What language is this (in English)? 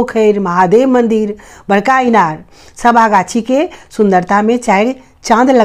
Maithili